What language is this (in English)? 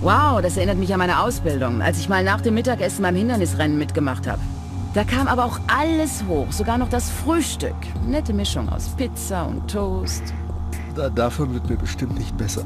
Bavarian